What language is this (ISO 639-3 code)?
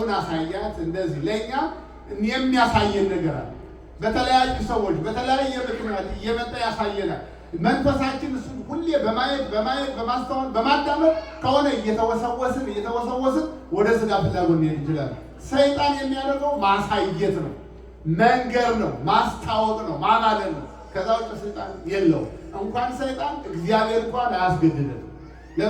amh